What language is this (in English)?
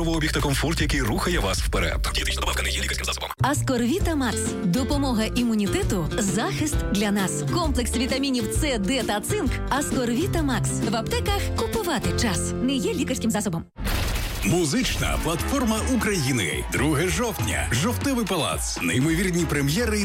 Ukrainian